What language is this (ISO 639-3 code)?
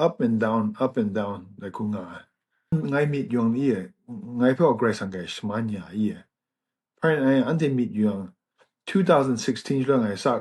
kac